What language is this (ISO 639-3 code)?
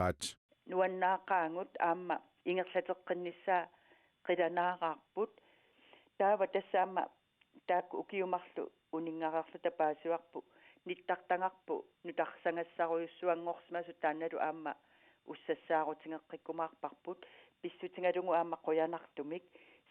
kal